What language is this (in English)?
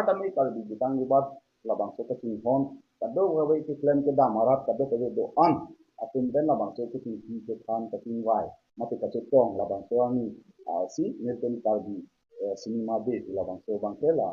Karbi